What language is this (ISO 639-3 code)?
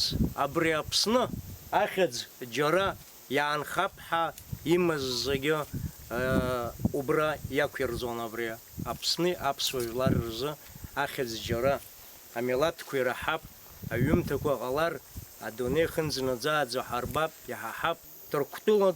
abk